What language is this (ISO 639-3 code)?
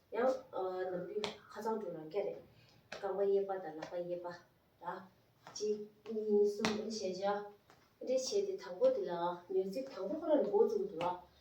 bod